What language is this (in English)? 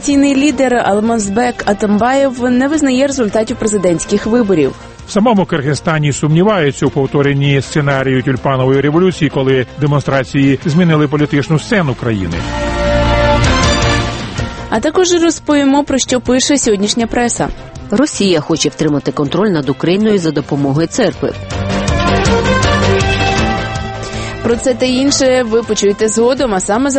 Ukrainian